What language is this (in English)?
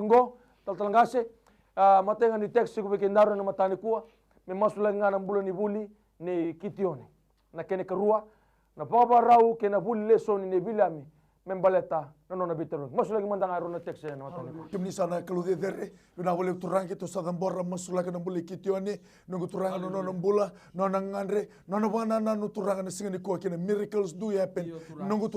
Fijian